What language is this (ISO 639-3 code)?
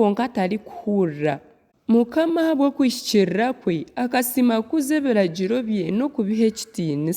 nyn